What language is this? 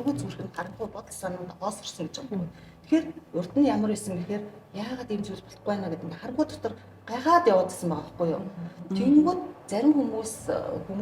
Mongolian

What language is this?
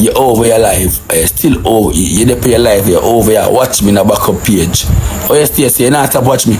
Jamaican Creole English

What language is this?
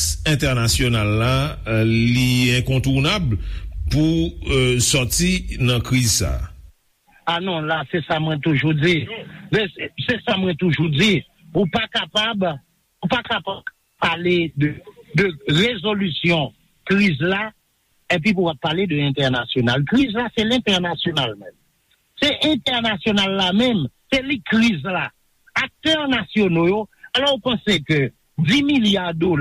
Haitian Creole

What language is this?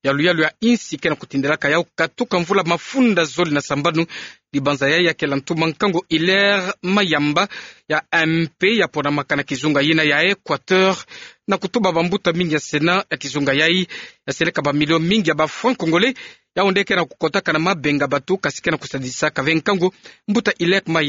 Kituba (Democratic Republic of Congo)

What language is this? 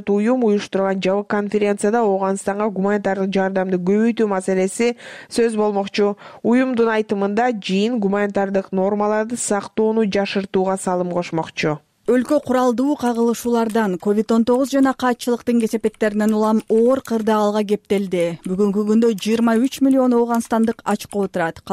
Kyrgyz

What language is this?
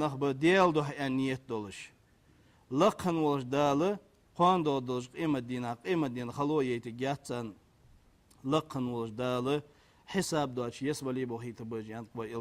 Ingush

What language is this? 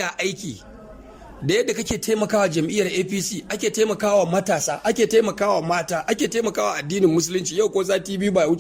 Hausa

